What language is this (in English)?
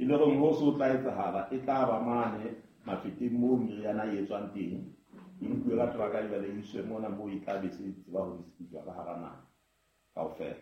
Southern Sotho